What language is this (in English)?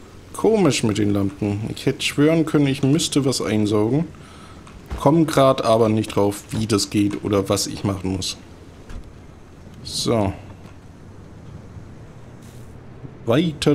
German